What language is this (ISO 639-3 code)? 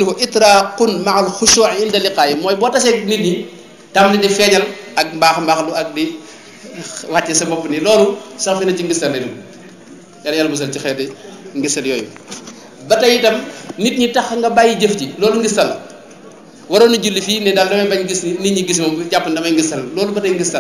wol